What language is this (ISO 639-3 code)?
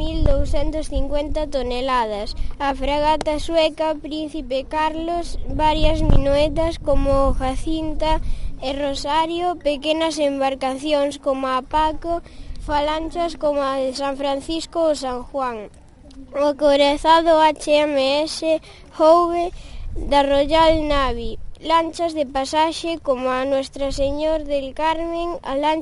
glg